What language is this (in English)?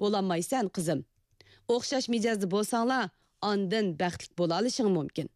Uyghur